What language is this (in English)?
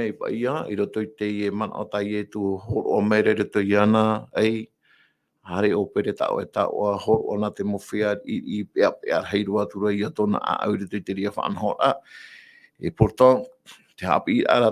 Tahitian